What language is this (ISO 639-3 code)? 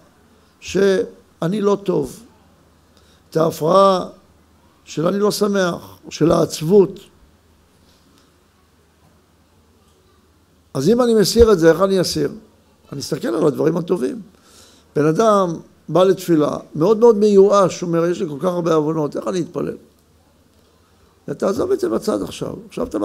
heb